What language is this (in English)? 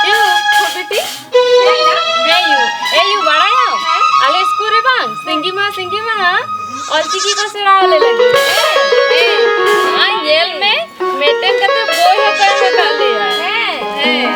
Santali